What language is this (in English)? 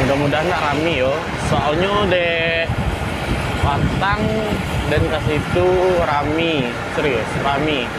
Minangkabau